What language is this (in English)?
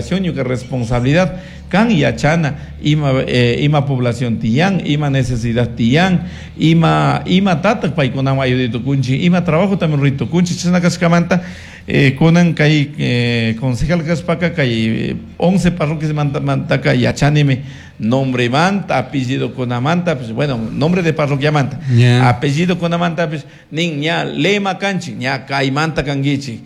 Chimborazo Highland Quichua